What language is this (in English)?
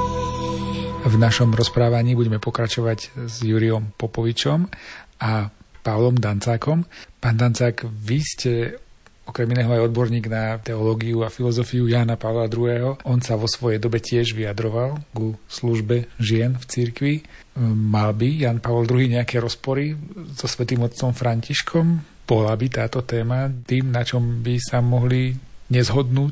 Slovak